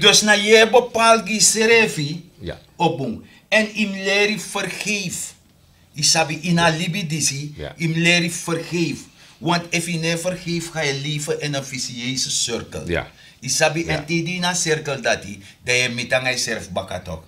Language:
Sranan Tongo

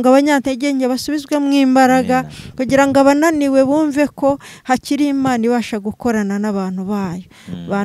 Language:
Kinyarwanda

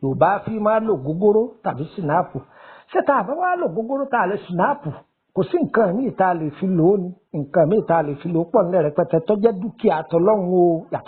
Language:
Yoruba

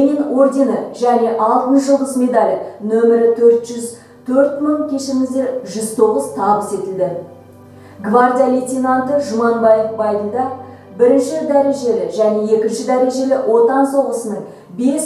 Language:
Kazakh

